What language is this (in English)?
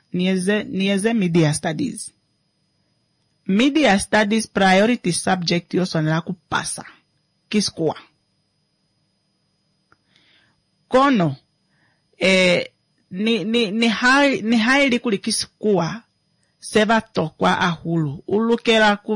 Swahili